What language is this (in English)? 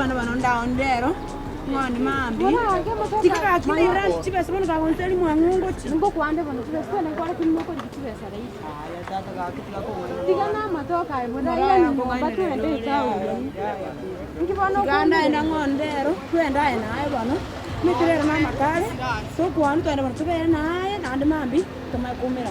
Gusii